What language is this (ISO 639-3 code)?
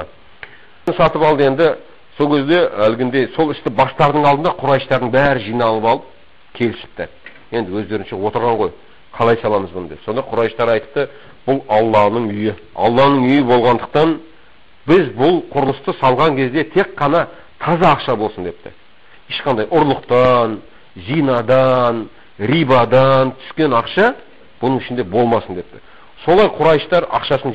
kaz